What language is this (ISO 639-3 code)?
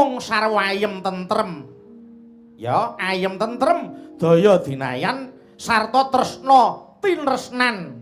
jav